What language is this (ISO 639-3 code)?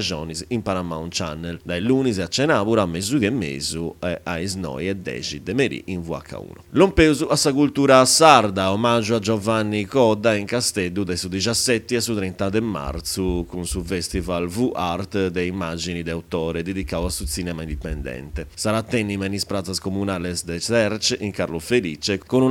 srd